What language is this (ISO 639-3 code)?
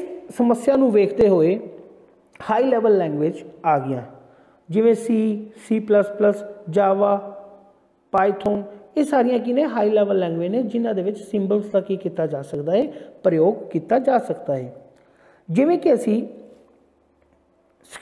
pan